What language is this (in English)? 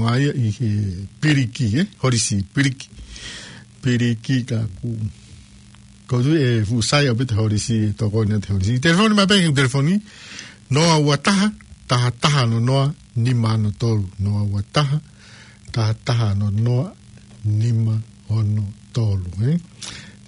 Tongan